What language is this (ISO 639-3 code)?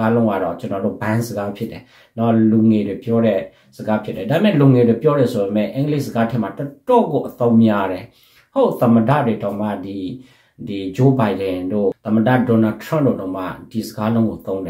mya